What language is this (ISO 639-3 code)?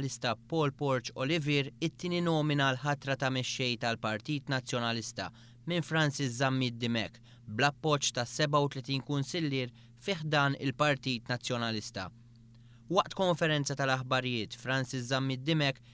mlt